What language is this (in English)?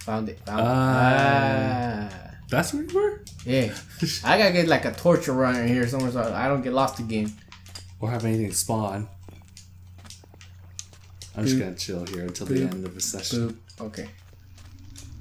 English